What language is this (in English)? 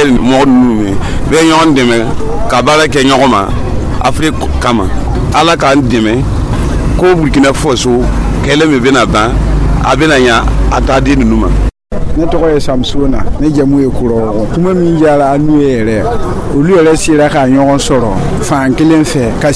Dyula